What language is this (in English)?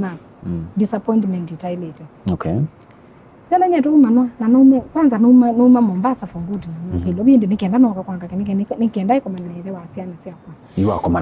Kamba